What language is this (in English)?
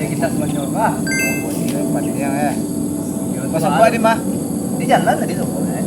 Minangkabau